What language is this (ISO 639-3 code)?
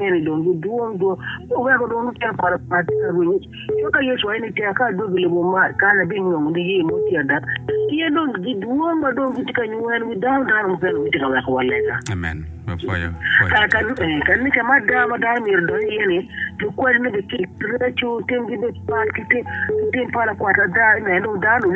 eng